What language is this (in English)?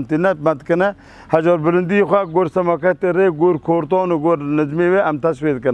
Kurdish